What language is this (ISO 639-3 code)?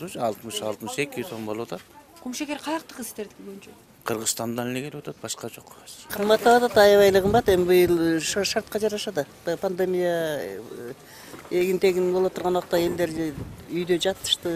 kir